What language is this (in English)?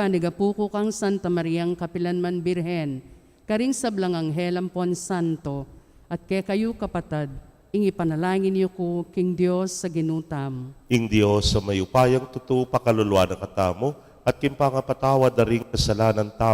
Pampanga